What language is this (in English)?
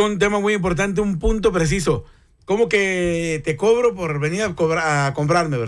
Spanish